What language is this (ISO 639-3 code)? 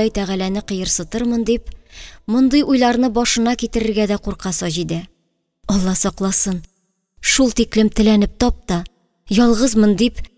tat